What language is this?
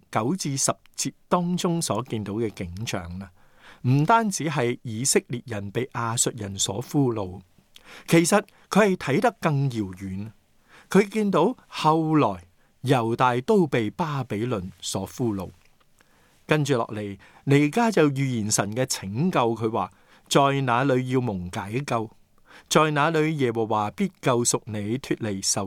Cantonese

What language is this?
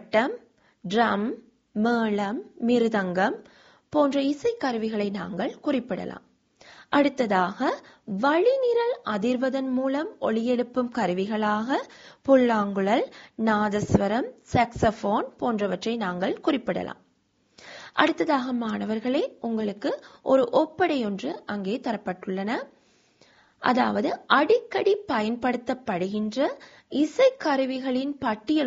Tamil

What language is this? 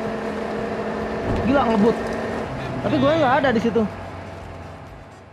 Indonesian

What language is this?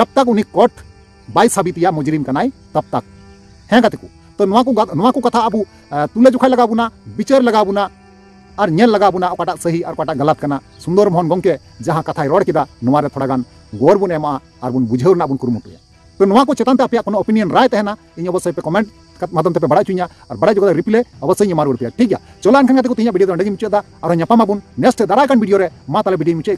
Santali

